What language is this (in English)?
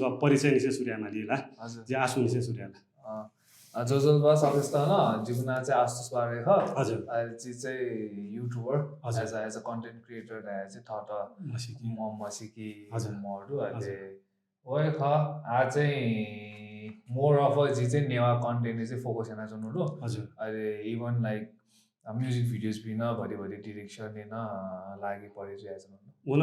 Newari